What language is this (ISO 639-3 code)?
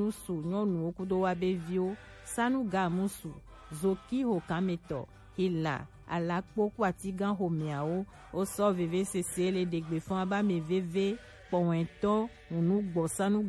gej